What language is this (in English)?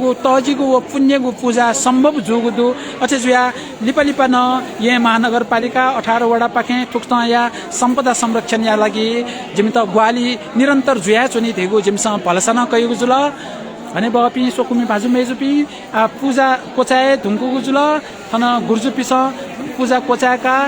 Newari